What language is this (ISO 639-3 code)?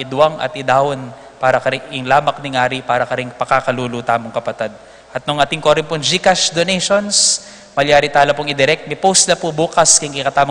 pam